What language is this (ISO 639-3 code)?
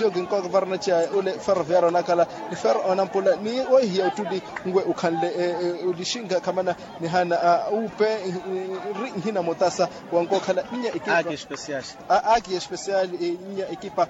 vmw